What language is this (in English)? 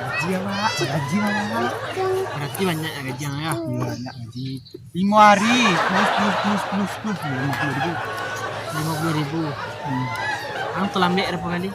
Minangkabau